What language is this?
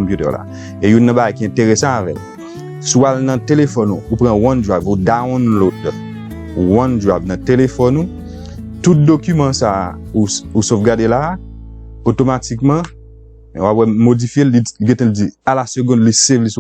Haitian Creole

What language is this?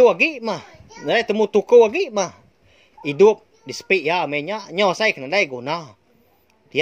Iban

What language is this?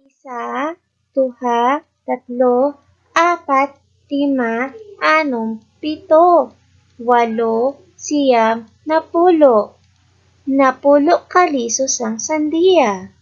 Hiligaynon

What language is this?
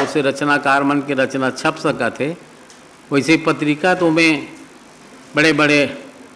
Chhattisgarhi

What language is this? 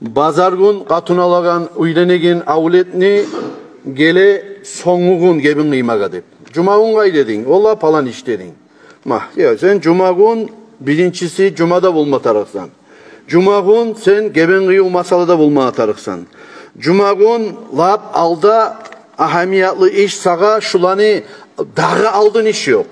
Kumyk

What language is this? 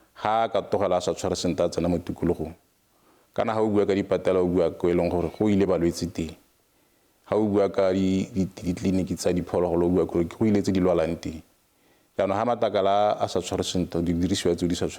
Tswana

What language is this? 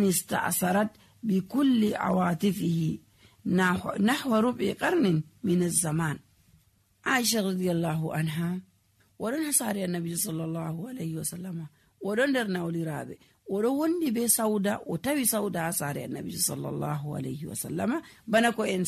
Nigerian Fulfulde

